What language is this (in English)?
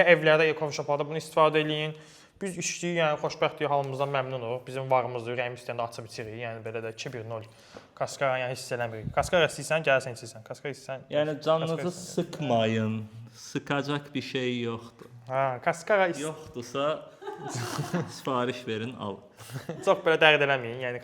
Azerbaijani